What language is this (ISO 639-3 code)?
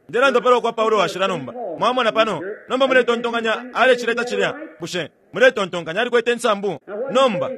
bem